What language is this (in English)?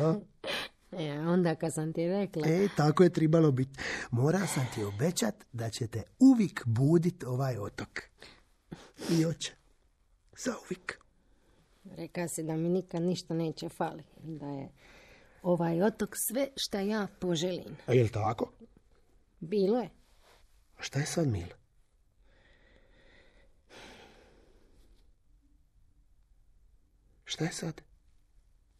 Croatian